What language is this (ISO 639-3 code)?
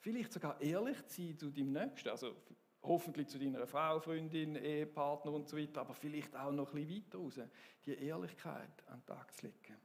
gsw